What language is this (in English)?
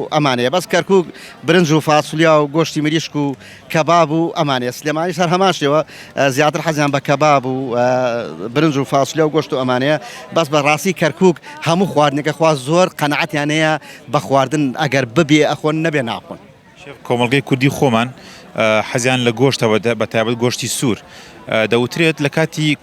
Central Kurdish